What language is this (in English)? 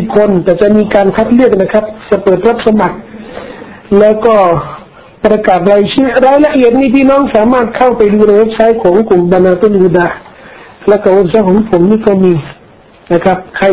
Thai